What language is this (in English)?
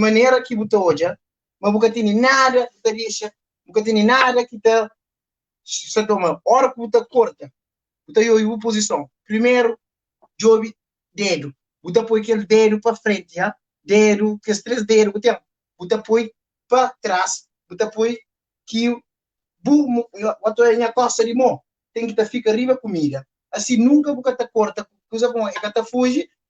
Kabuverdianu